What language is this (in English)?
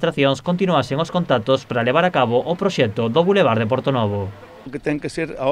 Galician